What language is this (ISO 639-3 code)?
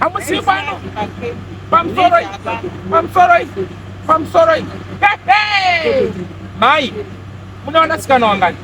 sna